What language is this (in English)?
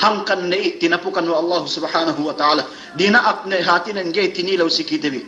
Yakan